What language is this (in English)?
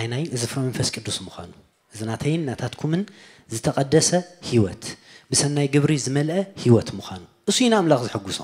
Tigrinya